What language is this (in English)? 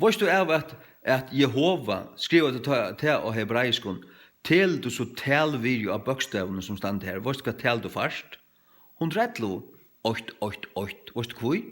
Faroese